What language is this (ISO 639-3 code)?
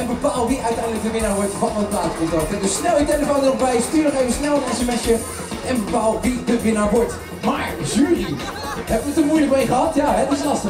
nld